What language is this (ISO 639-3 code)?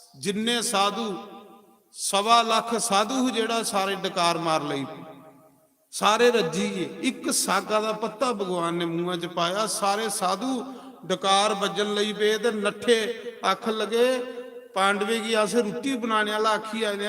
doi